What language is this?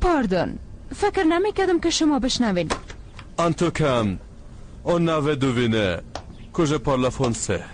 Persian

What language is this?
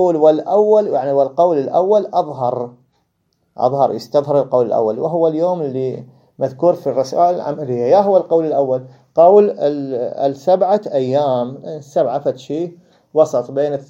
Mesopotamian Arabic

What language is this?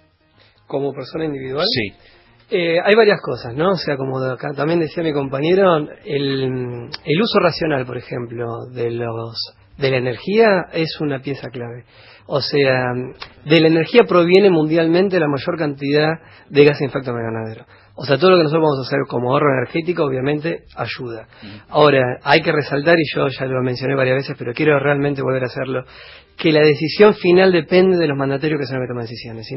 Spanish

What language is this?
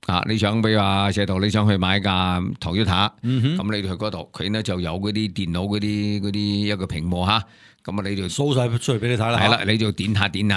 Cantonese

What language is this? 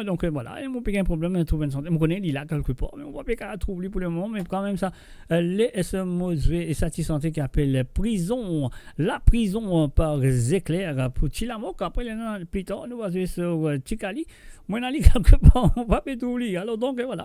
Morisyen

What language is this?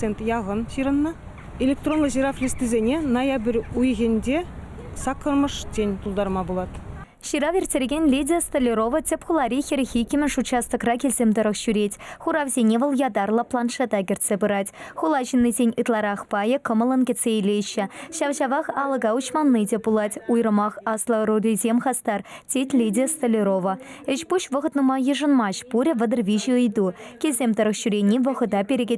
Chuvash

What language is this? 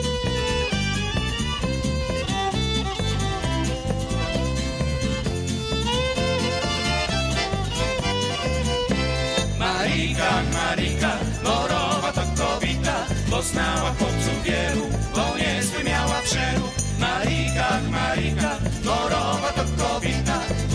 Polish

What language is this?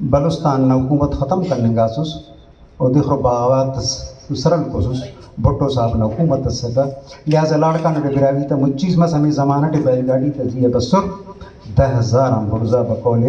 Brahui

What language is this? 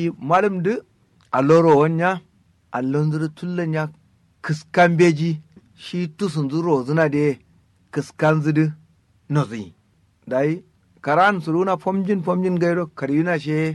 Kanuri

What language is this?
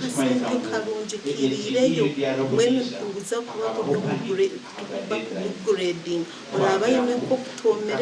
Nyankole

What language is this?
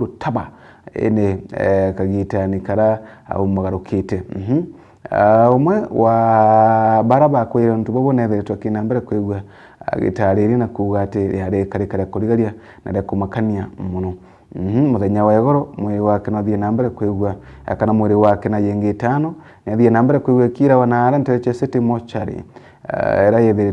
Meru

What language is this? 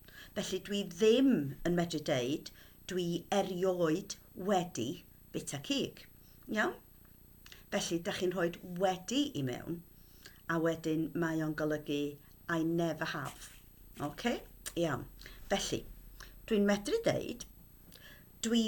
Welsh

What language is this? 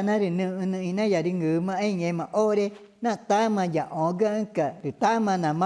Ticuna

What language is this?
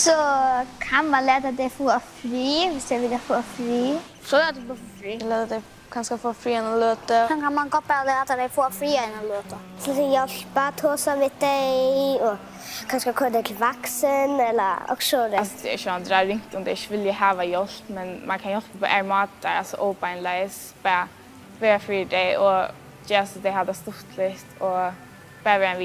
Faroese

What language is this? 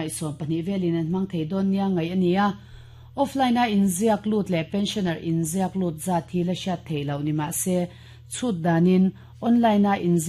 Mizo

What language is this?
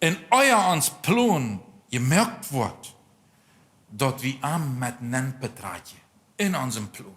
Plautdietsch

